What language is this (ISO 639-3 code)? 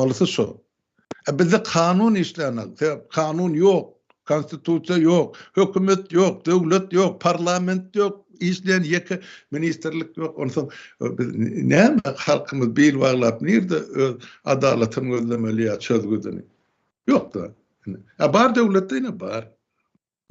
tuk